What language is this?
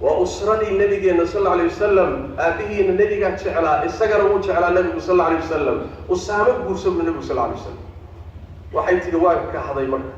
Somali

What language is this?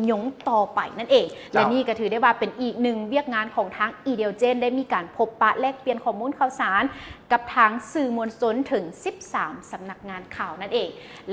Lao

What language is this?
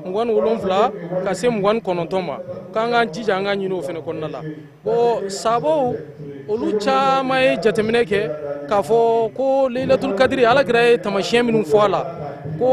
Bambara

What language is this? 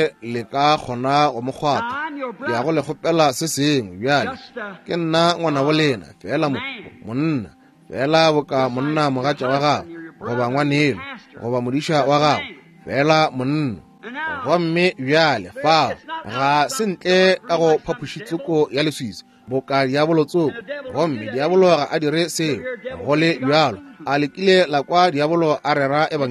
Northern Sotho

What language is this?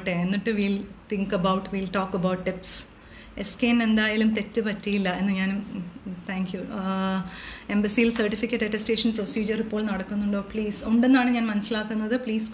Malayalam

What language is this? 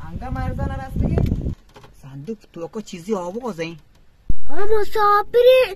Baluchi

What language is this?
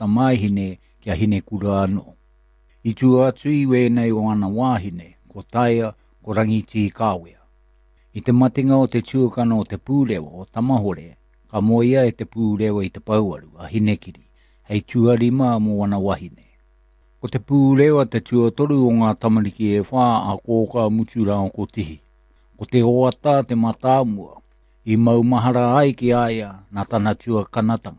Māori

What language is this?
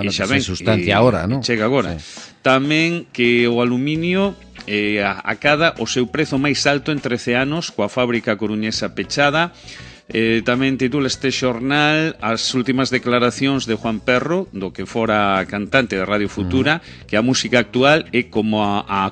Galician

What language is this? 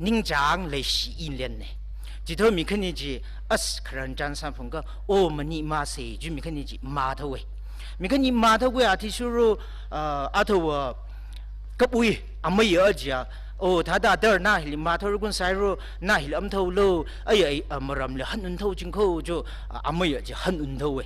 Tangkhul Naga (India)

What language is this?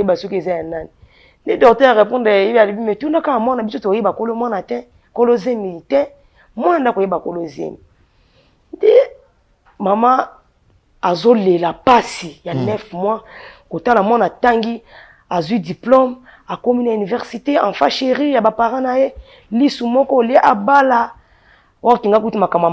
Lingala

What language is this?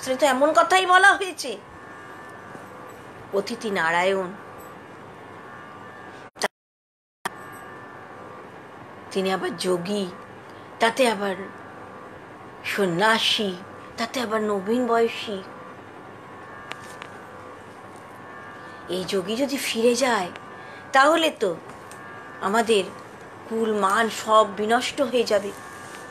Bangla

